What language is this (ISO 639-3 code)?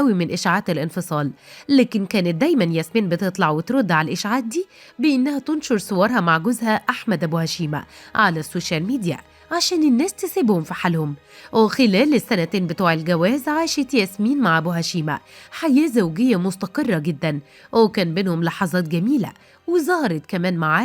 arz